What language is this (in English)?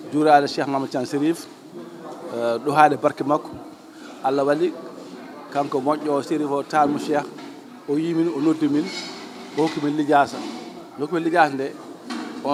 Fula